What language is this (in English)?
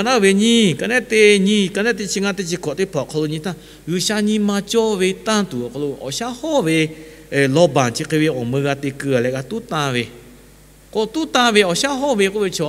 Lahu